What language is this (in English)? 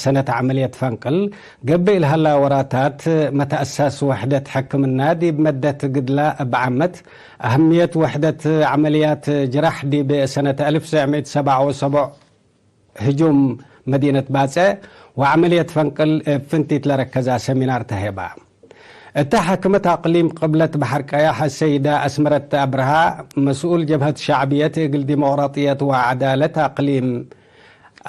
Tigre